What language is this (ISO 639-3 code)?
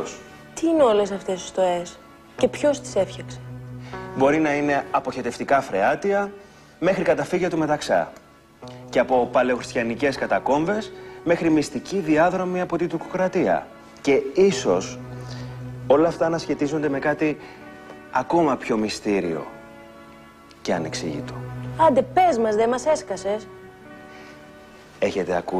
ell